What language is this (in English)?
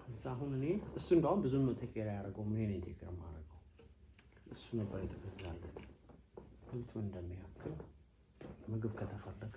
Amharic